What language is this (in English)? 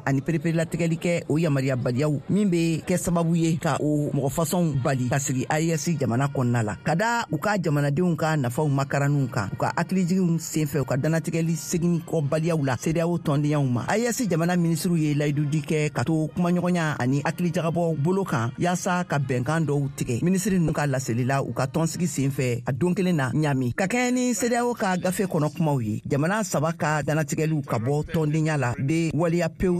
Bambara